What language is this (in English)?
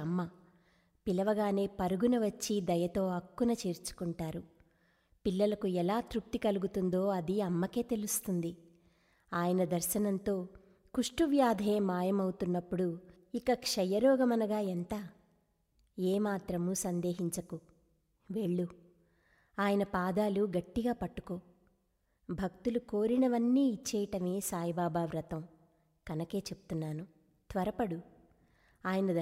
Telugu